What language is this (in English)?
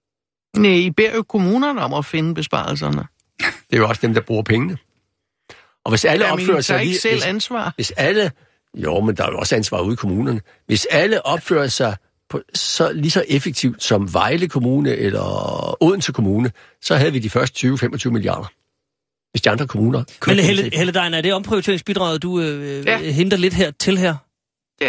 Danish